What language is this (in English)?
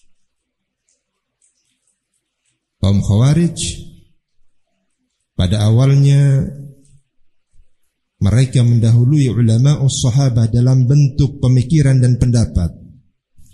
Indonesian